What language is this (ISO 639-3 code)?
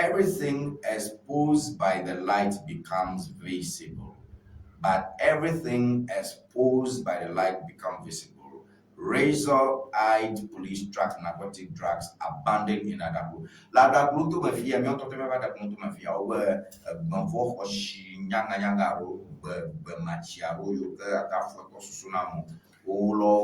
ewe